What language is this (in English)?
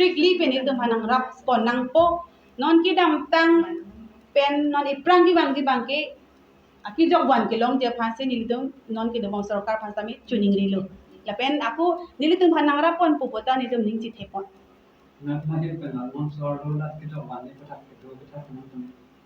Karbi